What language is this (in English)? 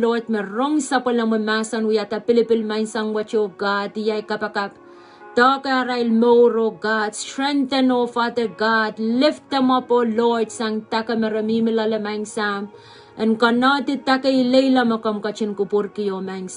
Pohnpeian